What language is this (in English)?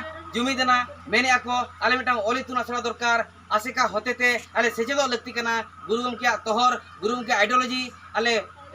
Santali